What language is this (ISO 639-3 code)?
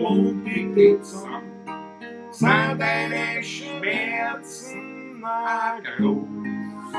bar